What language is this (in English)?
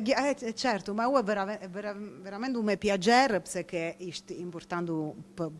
Albanian